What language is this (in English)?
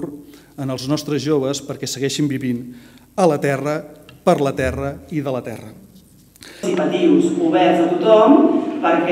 Catalan